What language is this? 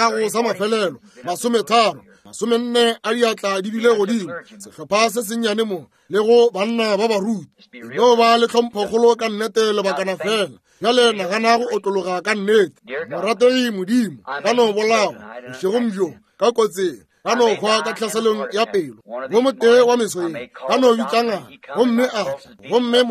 Northern Sotho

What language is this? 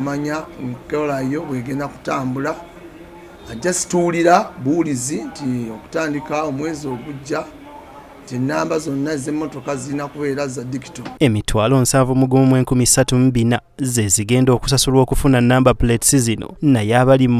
Ganda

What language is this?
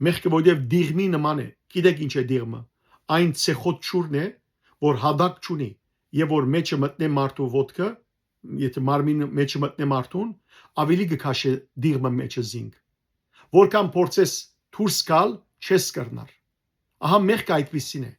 Western Armenian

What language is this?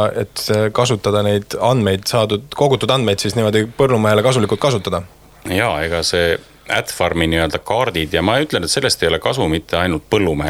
Estonian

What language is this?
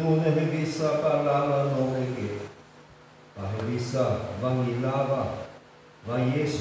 Nias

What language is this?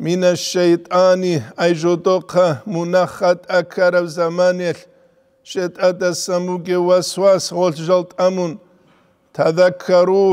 Avaric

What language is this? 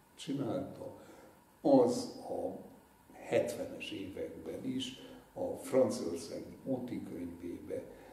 Hungarian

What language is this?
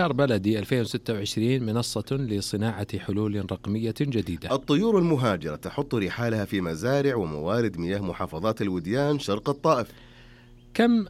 Arabic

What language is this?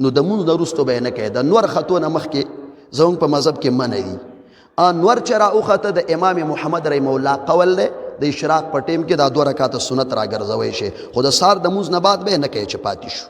Pashto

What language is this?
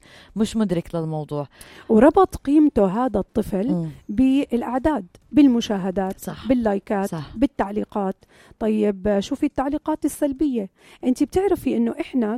North Levantine Arabic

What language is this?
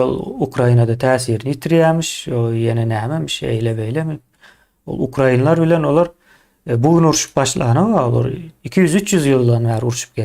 Turkmen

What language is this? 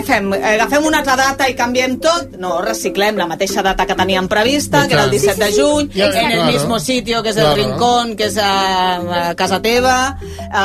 Catalan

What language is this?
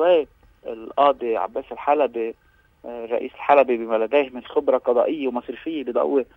North Levantine Arabic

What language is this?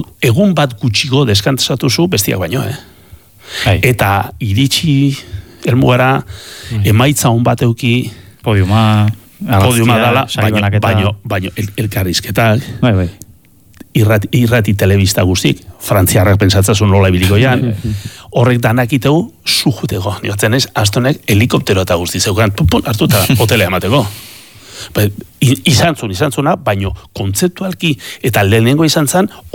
Basque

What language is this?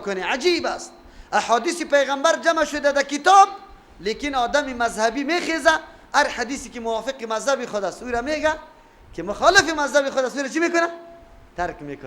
Persian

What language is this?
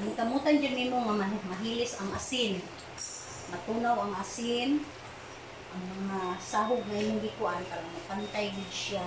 Cebuano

